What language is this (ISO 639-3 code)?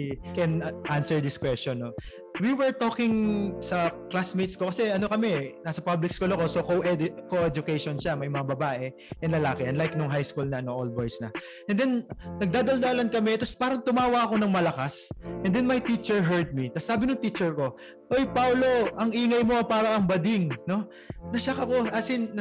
fil